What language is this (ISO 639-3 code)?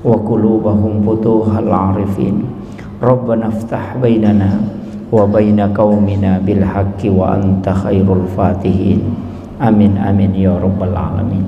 bug